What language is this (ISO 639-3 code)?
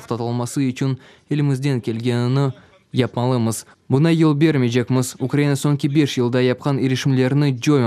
crh